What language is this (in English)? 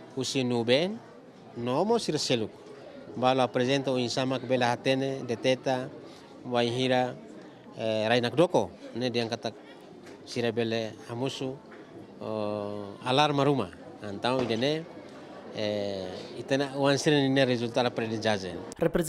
Tetum